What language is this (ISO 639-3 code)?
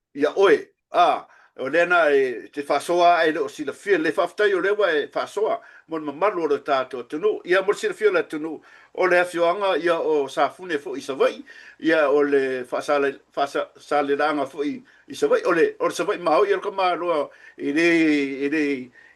smo